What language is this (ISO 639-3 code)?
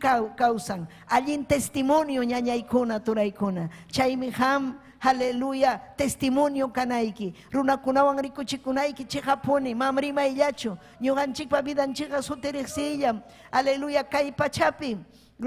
quy